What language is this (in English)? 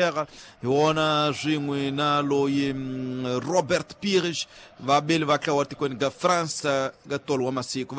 Tsonga